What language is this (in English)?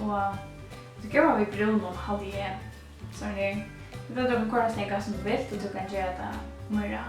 Faroese